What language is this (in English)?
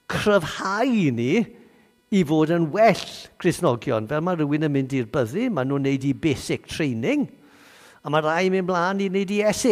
Welsh